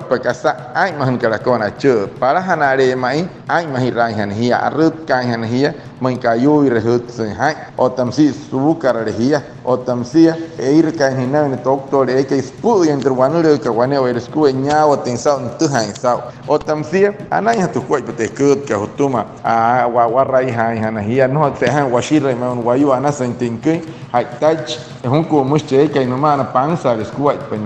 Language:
Wayuu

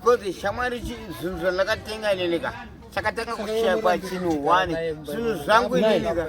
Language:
Shona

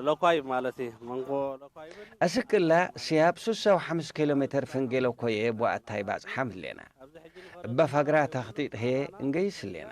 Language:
Tigre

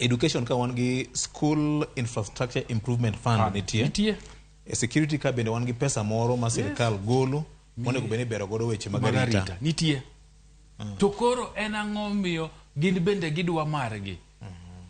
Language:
Luo (Kenya and Tanzania)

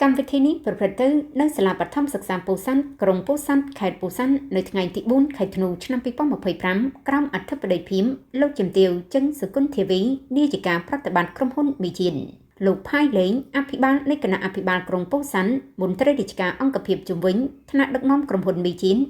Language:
Khmer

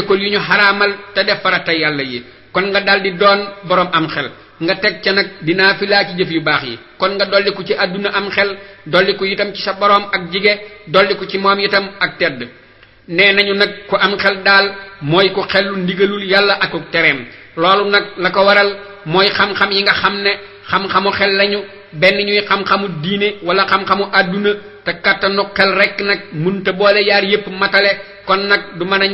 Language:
Wolof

